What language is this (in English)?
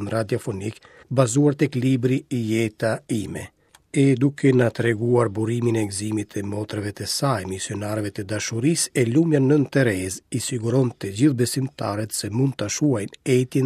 Albanian